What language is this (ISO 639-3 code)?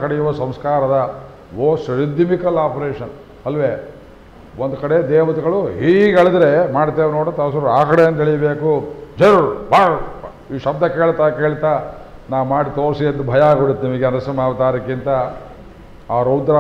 kan